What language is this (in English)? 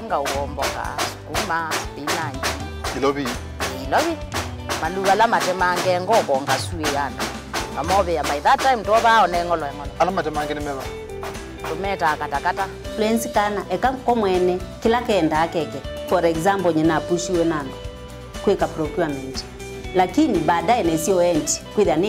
Kamba